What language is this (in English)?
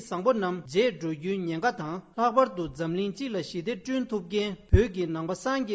Tibetan